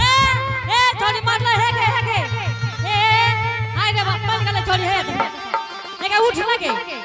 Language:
Angika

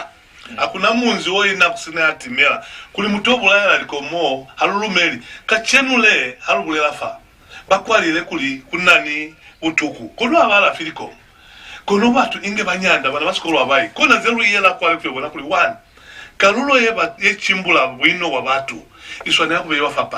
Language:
Lozi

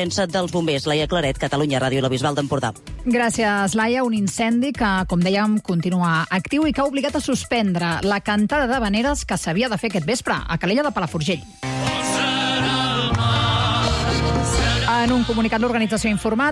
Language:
Catalan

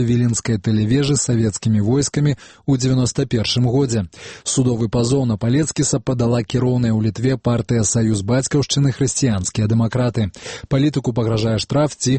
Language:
Belarusian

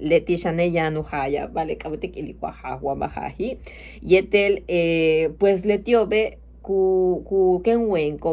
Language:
Yucateco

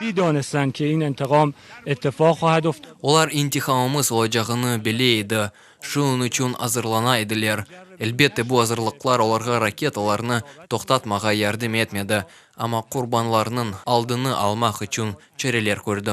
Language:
Crimean Tatar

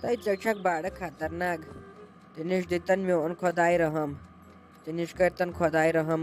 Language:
Kashmiri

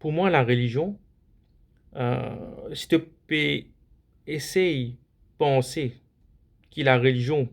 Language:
Morisyen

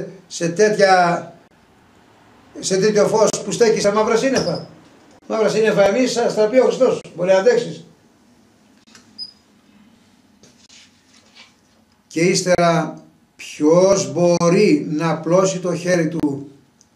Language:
Greek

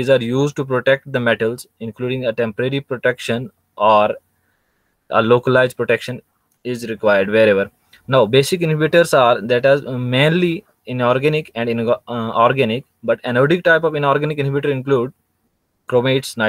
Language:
English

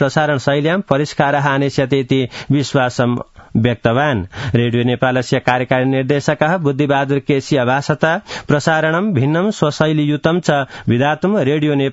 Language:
Sanskrit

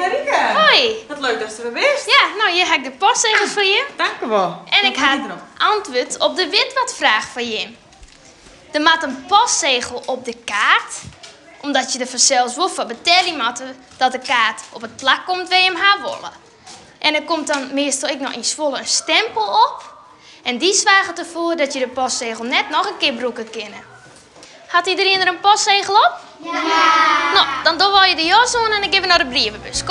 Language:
Western Frisian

